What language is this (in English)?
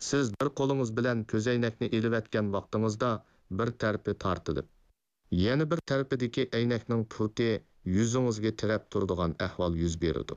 Uyghur